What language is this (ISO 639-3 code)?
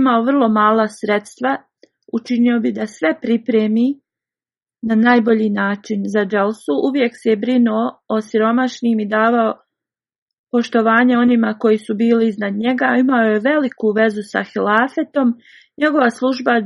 bos